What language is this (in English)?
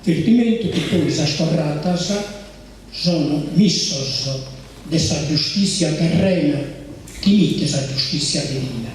Sardinian